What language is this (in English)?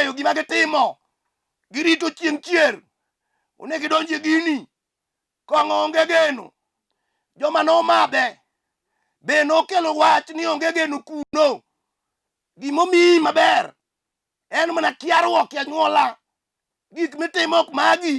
Luo (Kenya and Tanzania)